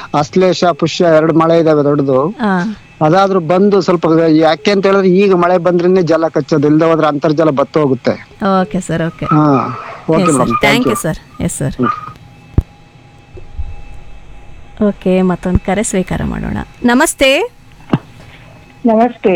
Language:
Kannada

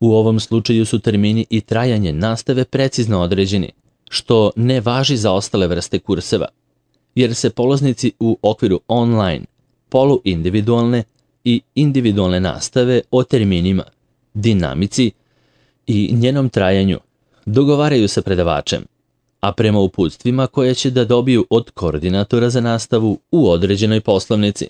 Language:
Serbian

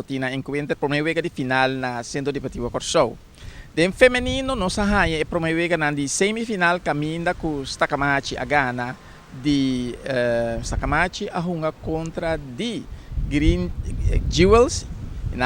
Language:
Papiamento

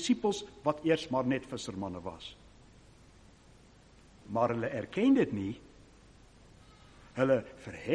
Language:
Afrikaans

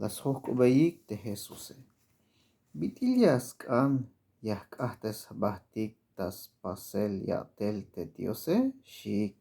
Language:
Tzeltal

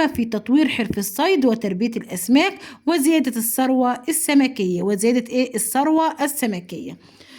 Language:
Egyptian Arabic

